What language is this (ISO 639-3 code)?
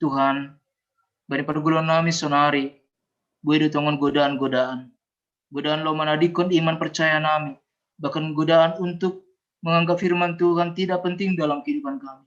bts